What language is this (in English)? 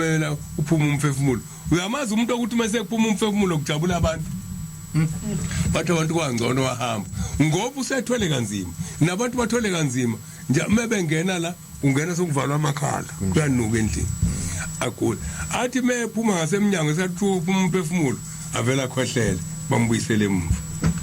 Zulu